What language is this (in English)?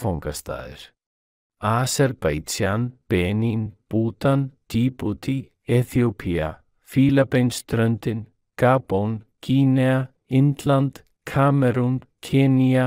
Icelandic